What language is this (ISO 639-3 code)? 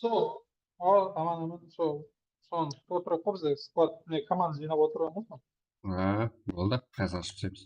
kaa